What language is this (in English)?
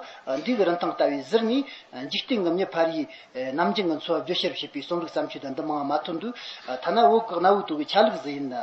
Tibetan